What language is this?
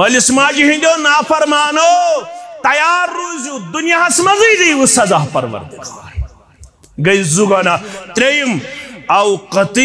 Kashmiri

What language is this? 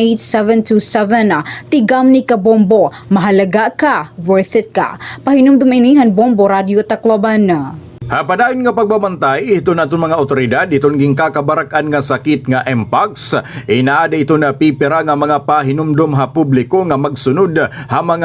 Waray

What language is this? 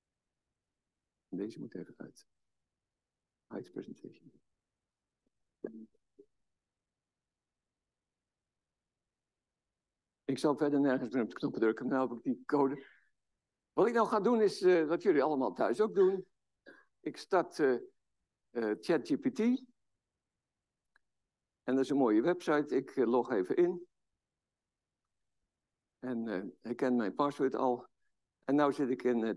Dutch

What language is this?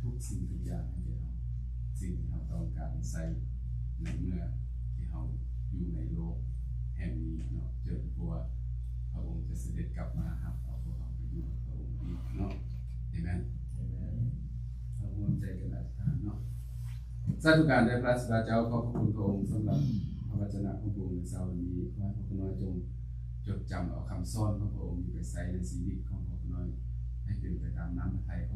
Lao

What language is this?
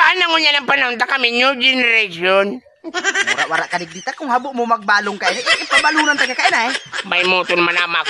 Bikol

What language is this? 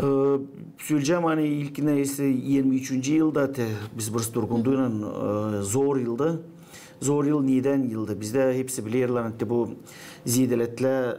Gagauz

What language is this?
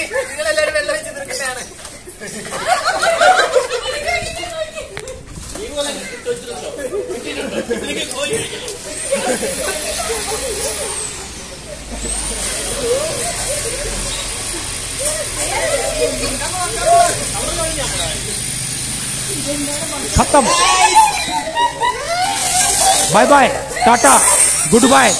Malayalam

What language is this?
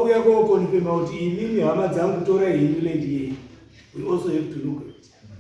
Shona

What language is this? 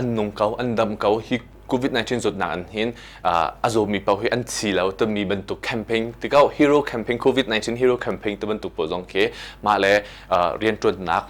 Hakha Chin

